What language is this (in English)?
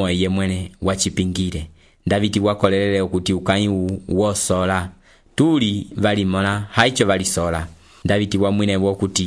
Umbundu